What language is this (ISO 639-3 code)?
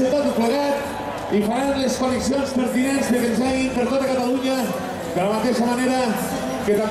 cat